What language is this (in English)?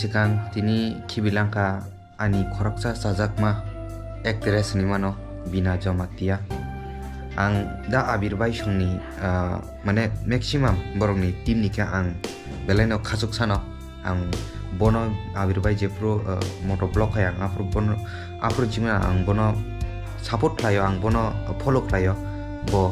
Kok Borok